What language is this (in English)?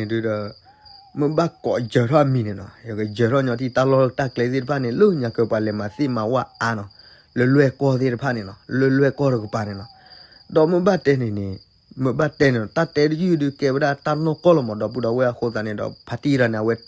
S'gaw Karen